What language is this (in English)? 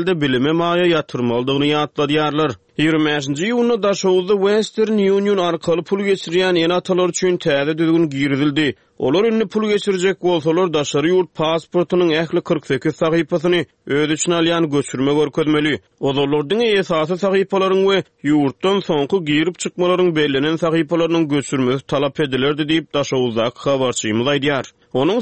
Turkmen